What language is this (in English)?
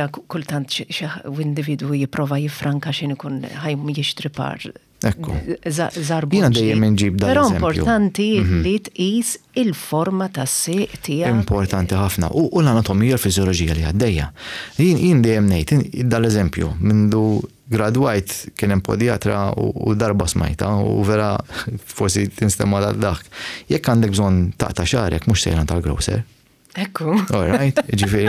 Maltese